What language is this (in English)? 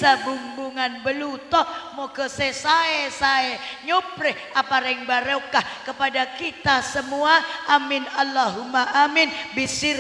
Madurese